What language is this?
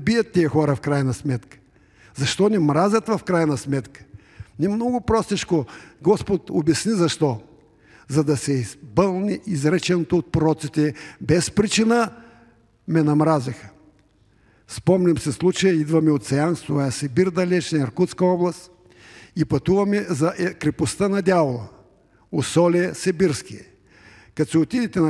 Bulgarian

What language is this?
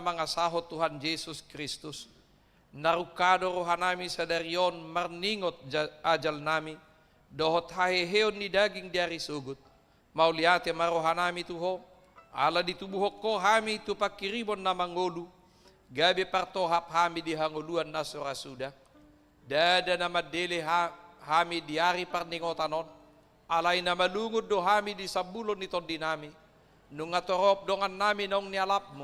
Batak Toba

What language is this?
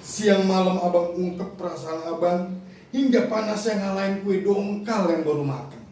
Betawi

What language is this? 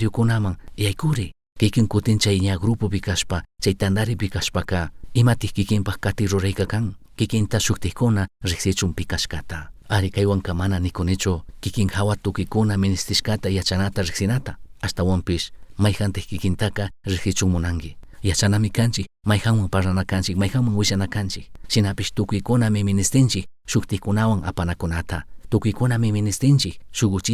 Chimborazo Highland Quichua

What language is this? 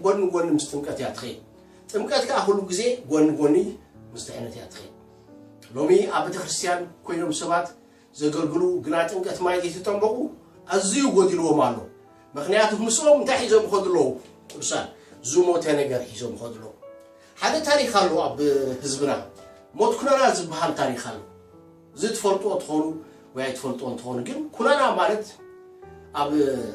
Tigrinya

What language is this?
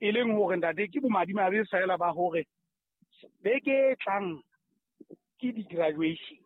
Southern Sotho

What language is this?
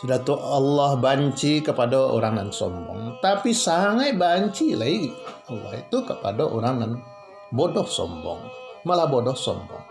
Minangkabau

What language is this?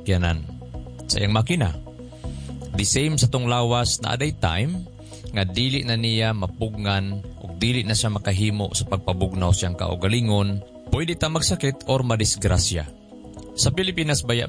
Cebuano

